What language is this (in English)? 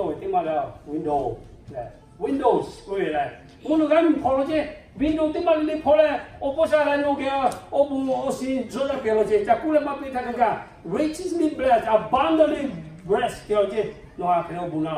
Lahu